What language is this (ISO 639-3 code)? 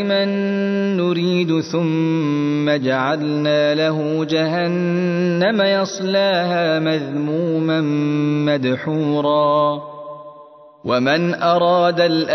ara